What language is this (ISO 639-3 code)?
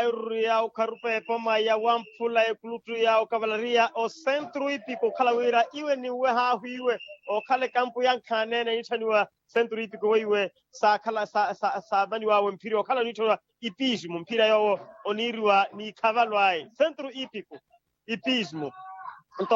vmw